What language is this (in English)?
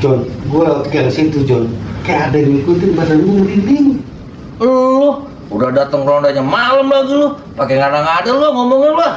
Betawi